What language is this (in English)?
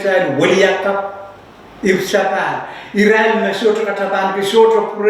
Pohnpeian